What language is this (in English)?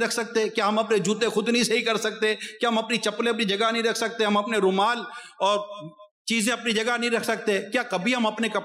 Urdu